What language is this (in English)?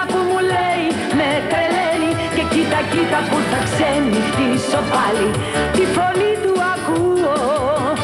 Greek